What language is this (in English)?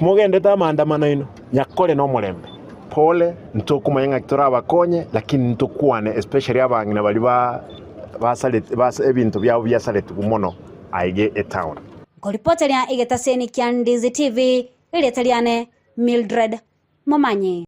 Gusii